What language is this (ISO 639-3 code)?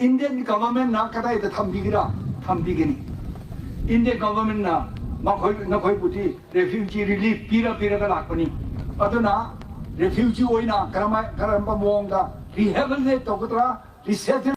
mni